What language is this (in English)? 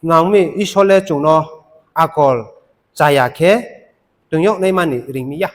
Riang (India)